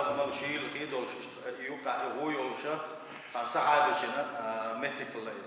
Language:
Chechen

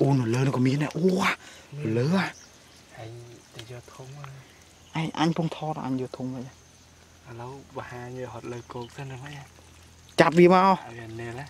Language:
Khmer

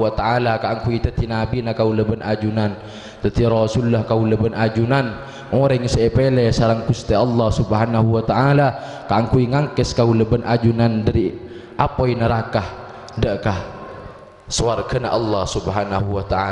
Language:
Madurese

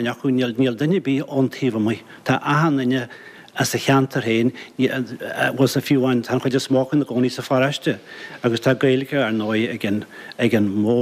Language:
Irish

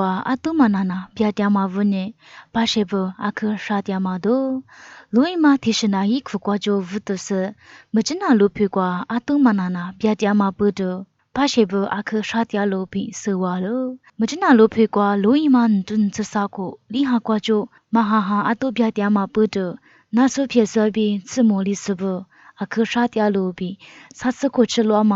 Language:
Lisu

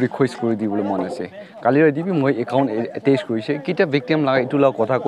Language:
Naga Pidgin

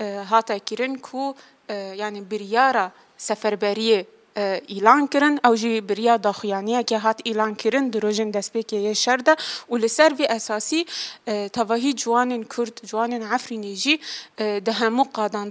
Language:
Kurdish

